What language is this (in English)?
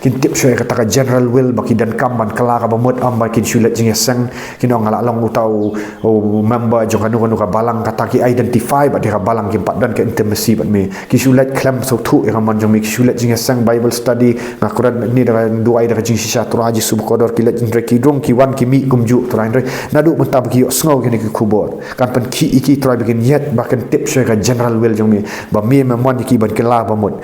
Khasi